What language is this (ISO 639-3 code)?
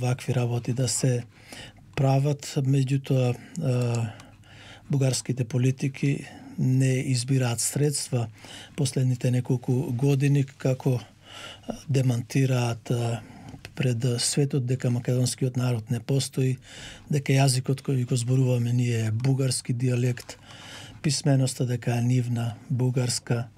mkd